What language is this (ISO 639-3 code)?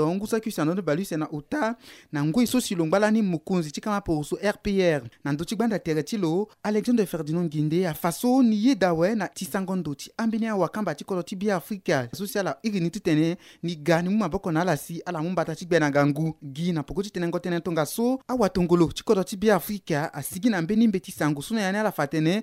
sag